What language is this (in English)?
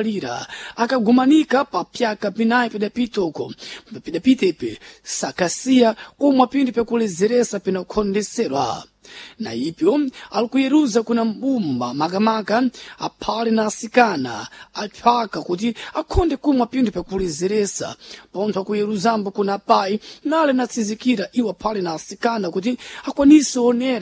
Sena